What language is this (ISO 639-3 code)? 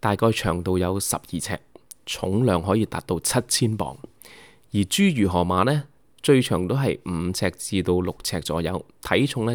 yue